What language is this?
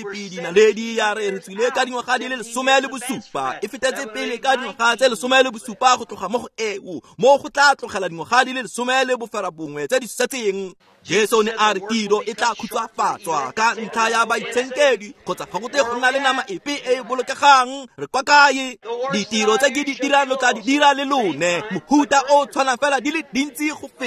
Tswana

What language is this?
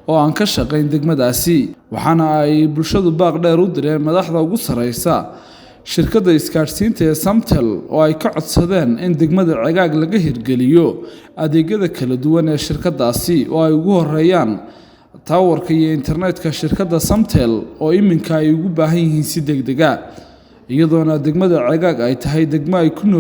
Somali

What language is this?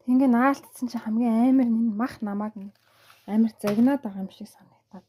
Mongolian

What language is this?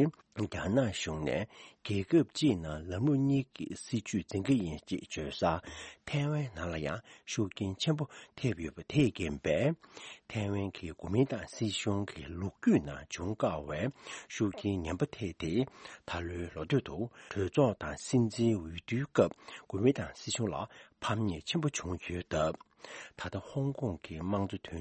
Tibetan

